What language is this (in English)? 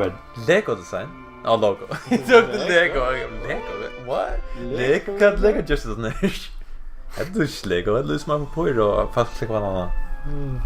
Faroese